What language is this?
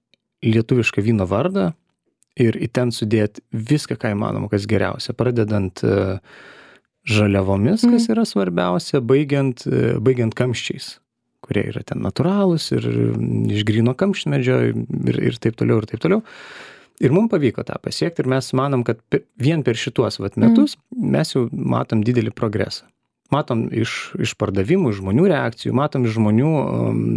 Lithuanian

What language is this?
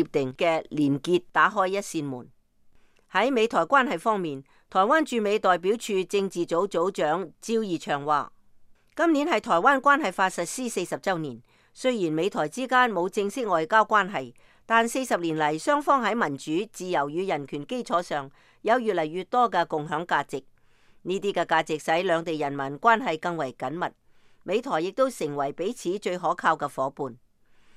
Cantonese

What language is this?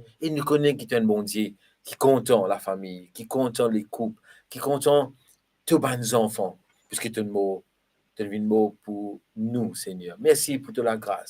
Morisyen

